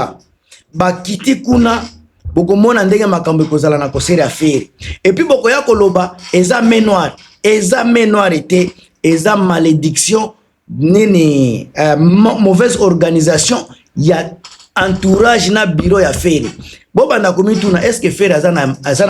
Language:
Lingala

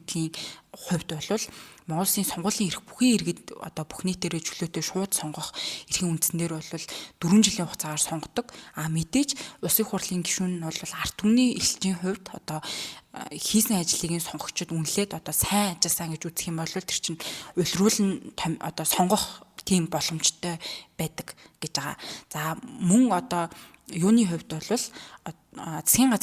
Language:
Mongolian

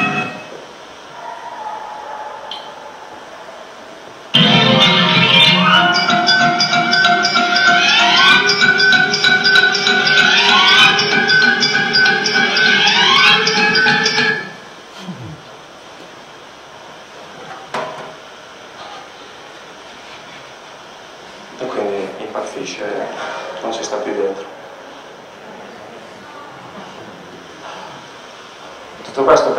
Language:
Italian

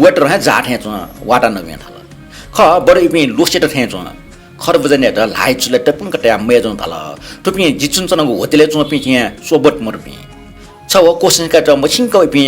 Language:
Newari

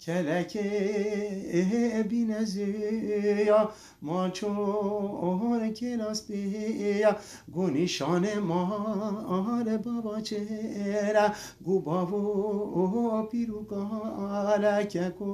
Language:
Kurdish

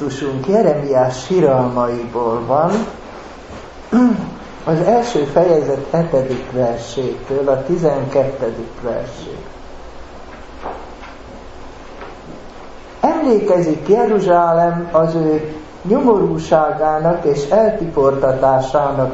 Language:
Hungarian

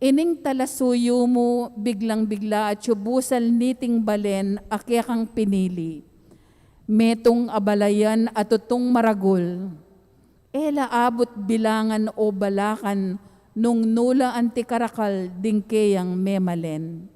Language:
Pampanga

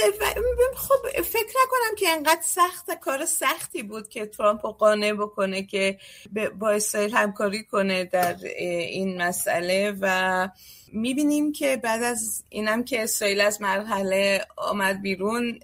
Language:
Persian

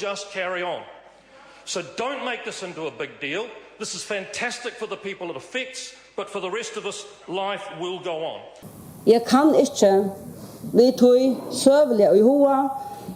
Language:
Faroese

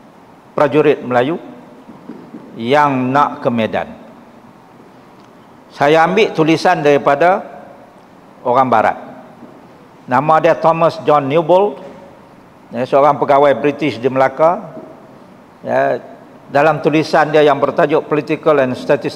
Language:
Malay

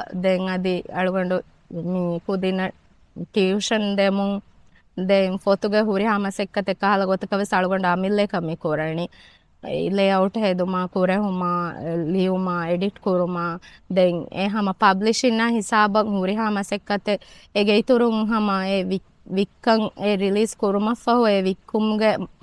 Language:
Divehi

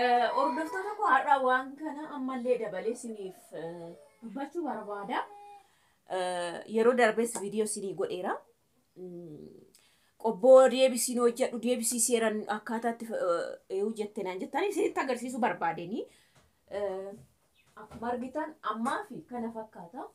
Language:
Oromo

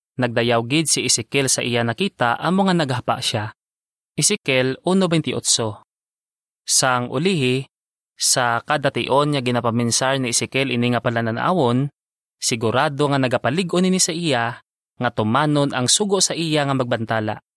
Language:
Hiligaynon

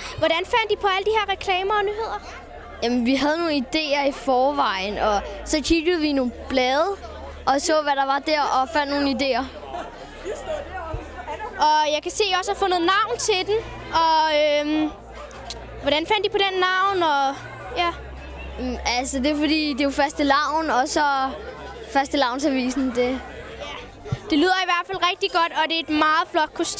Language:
Danish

